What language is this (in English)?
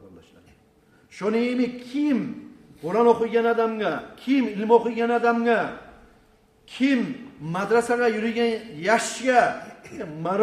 Kumyk